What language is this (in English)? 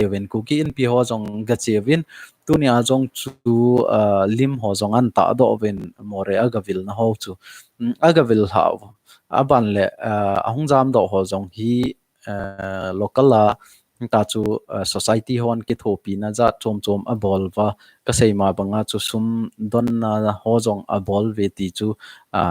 Thado Chin